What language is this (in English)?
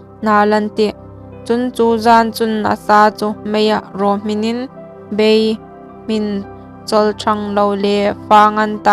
Hmar